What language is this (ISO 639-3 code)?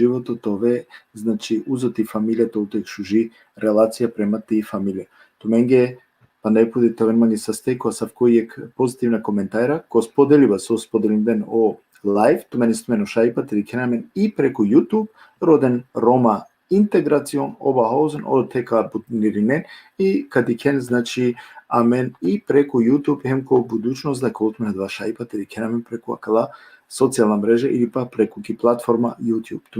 rmn